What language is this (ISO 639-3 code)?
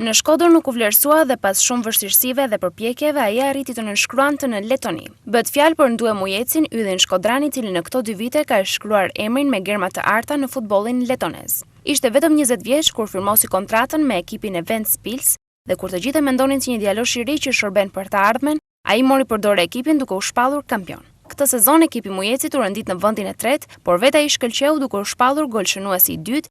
sqi